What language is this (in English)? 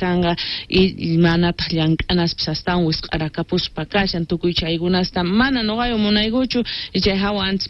Quechua